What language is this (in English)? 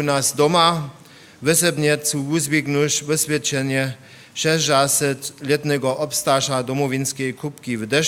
Upper Sorbian